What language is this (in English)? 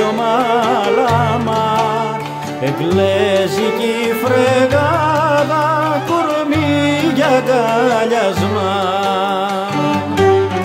Greek